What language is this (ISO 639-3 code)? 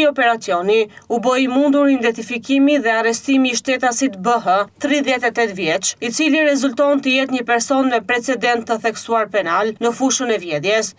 sqi